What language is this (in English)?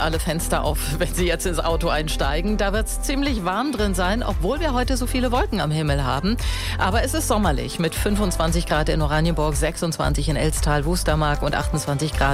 German